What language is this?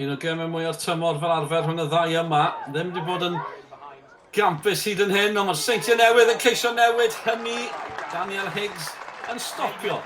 Welsh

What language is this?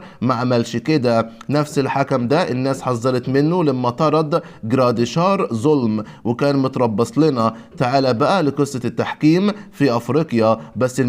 Egyptian Arabic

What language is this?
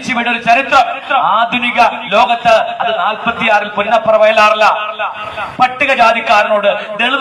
Malayalam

